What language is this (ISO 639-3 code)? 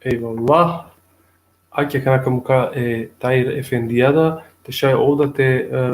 rmn